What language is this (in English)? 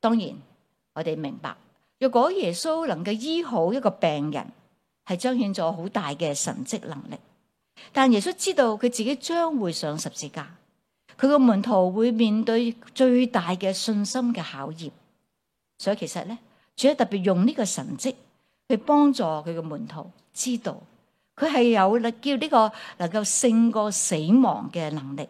Cantonese